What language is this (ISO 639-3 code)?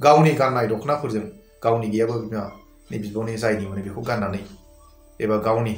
brx